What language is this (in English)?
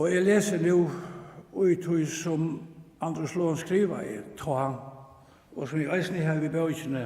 Faroese